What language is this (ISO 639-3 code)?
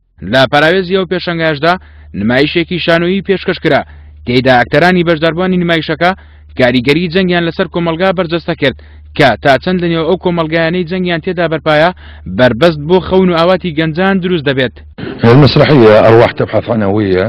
ckb